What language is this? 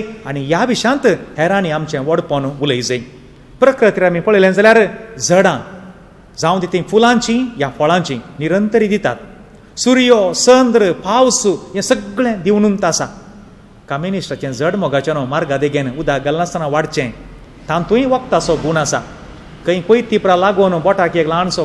Konkani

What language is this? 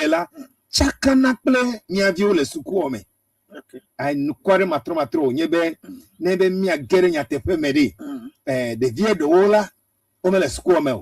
Ewe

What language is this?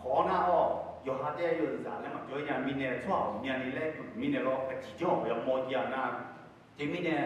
Akha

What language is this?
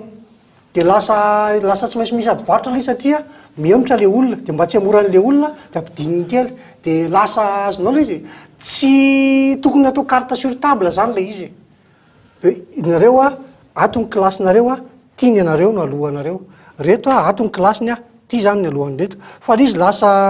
Malagasy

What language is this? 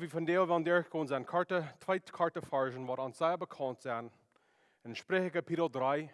Plautdietsch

